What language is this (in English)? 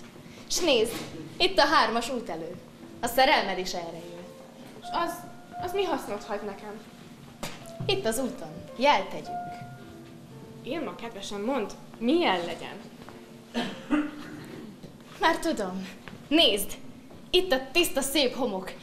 Hungarian